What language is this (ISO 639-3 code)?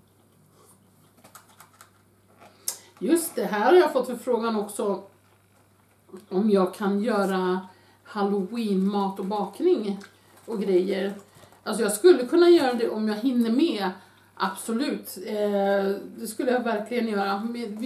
swe